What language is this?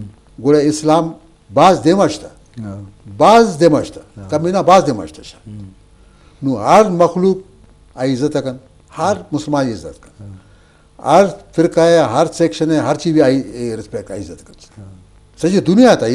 Eastern Balochi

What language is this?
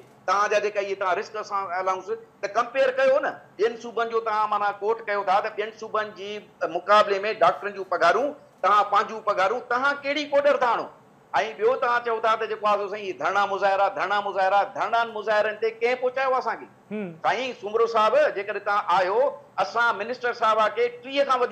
Sindhi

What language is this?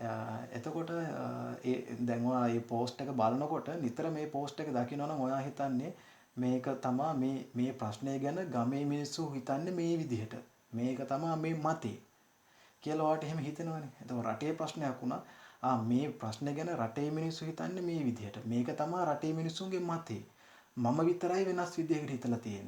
Sinhala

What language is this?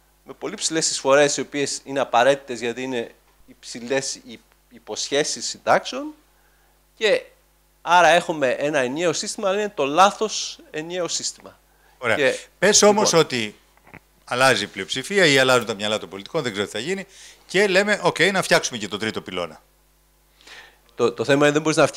Greek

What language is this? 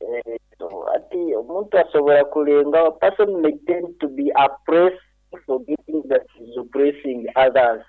Nyoro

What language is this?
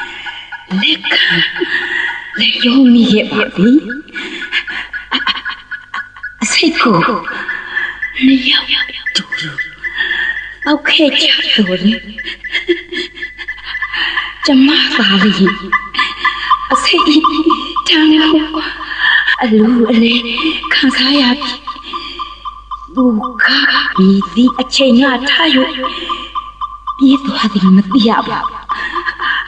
Burmese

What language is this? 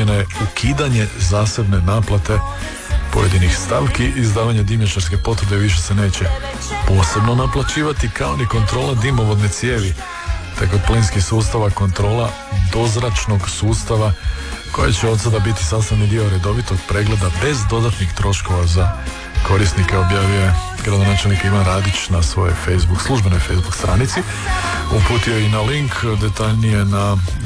Croatian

